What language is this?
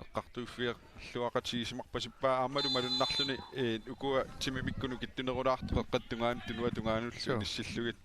Kalaallisut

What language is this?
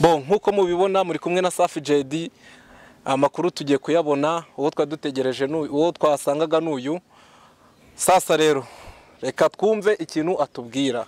Kinyarwanda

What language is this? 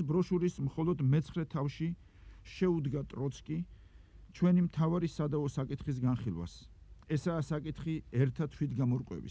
Georgian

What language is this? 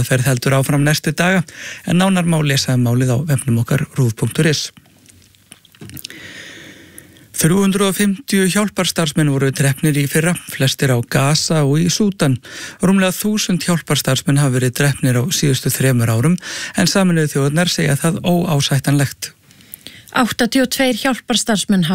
Icelandic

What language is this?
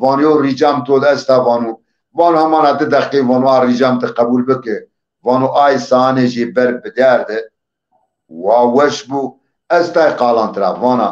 Zaza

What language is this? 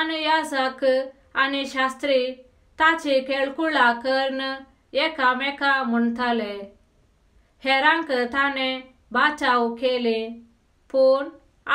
Konkani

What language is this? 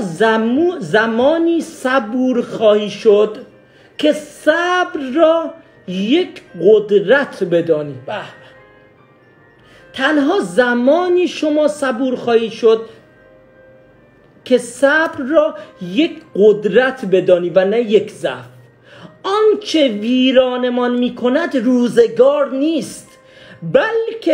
Persian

